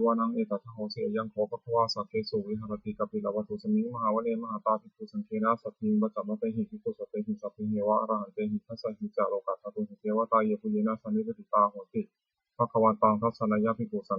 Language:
Pali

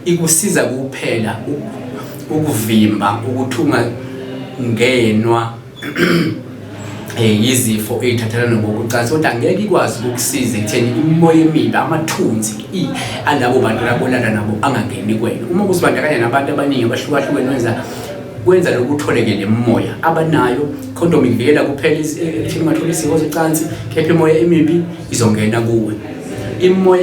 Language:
Zulu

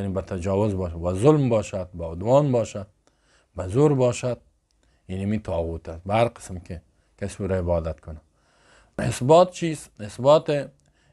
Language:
Persian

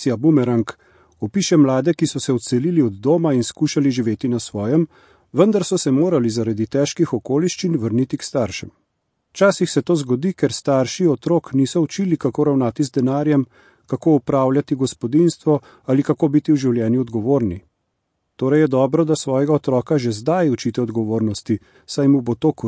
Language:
Slovenian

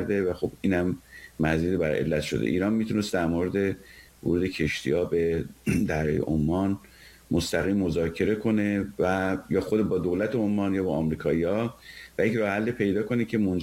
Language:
Persian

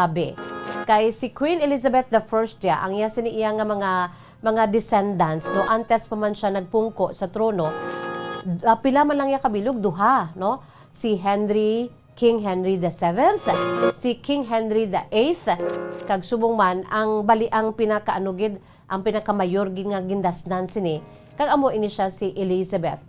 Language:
Hiligaynon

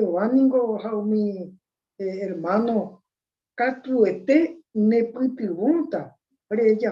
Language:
Guarani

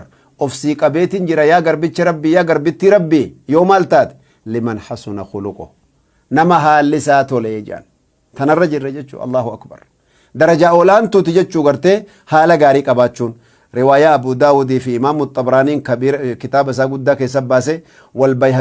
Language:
Oromo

